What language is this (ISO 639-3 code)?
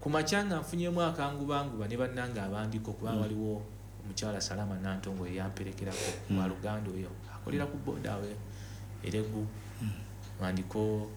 lug